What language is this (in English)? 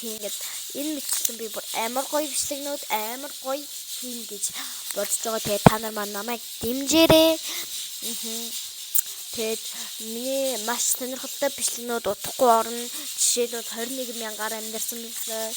Mongolian